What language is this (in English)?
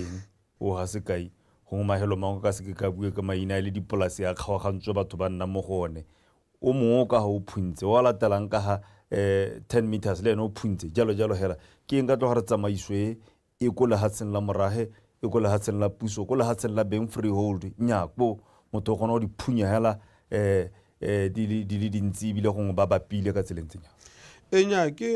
Tswana